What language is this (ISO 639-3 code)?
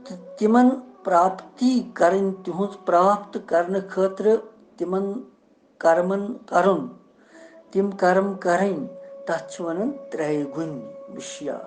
kas